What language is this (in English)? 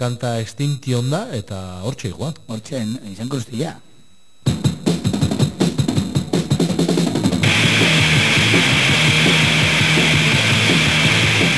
Basque